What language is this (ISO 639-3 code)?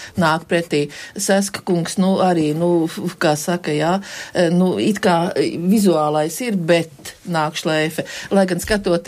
lav